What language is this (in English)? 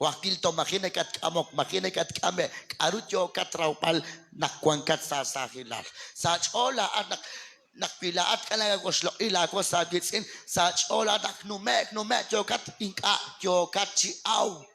Kekchí